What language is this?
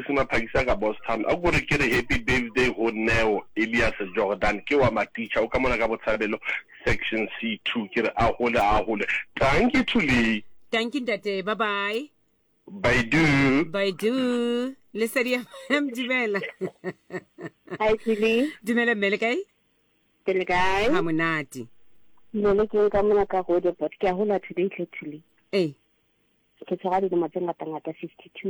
Southern Sotho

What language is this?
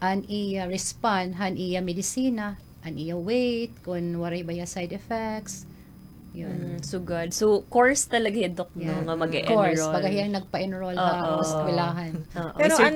Waray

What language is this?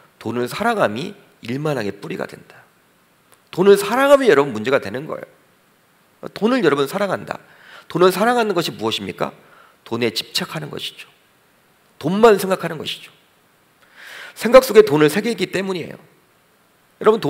Korean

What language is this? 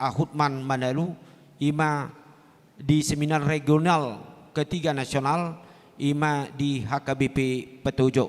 Batak Toba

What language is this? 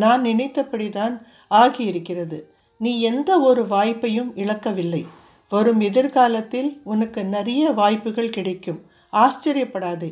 Tamil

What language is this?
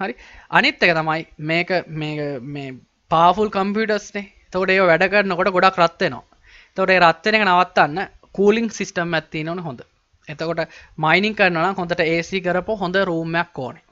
Sinhala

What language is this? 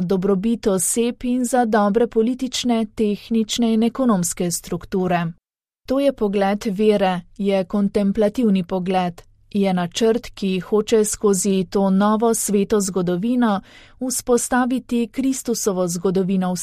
Slovenian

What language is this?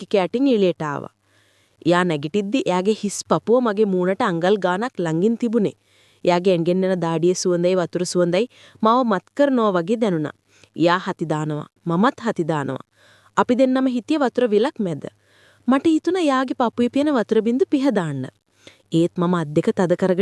Sinhala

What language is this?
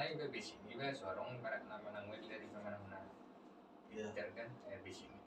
Batak Toba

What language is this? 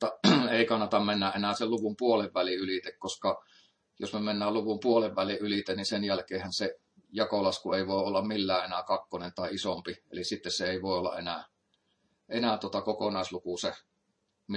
Finnish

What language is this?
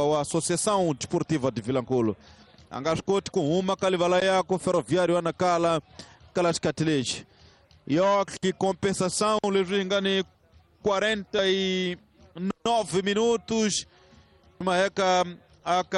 Tsonga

